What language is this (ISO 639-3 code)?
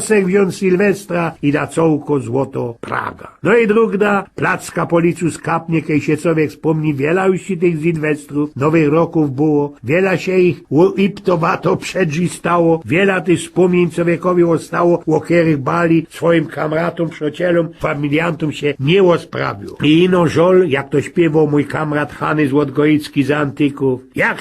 szl